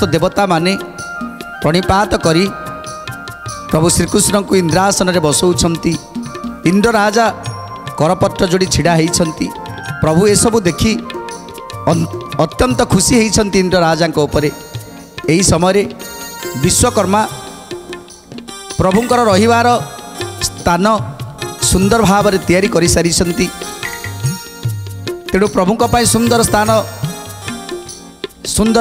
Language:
Odia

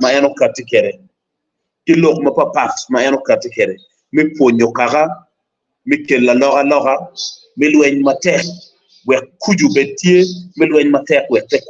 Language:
Acoli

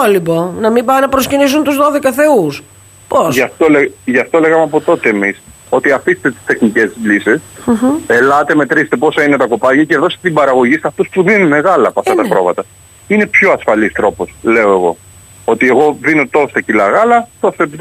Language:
Greek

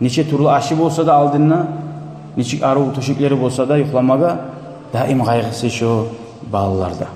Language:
Kumyk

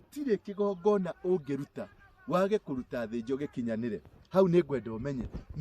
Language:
Kikuyu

